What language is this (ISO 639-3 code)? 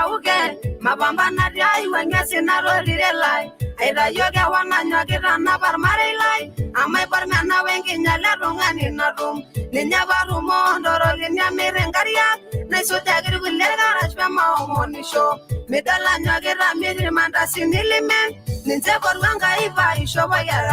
mas